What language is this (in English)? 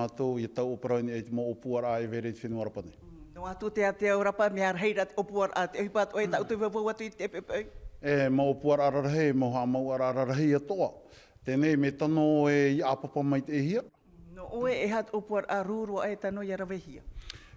Tahitian